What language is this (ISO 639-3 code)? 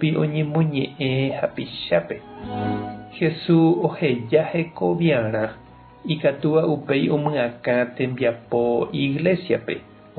grn